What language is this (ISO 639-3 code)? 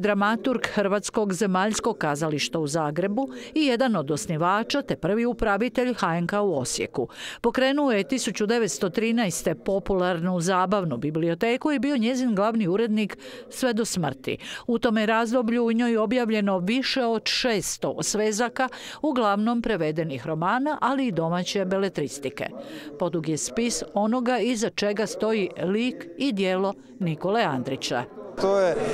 hrv